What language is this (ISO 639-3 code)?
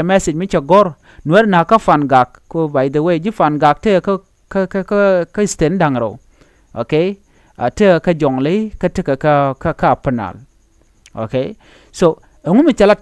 nus